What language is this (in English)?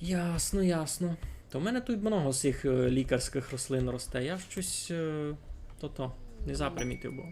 Rusyn